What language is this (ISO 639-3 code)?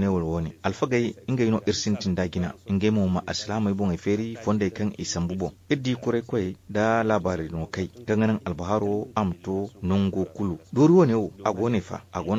dje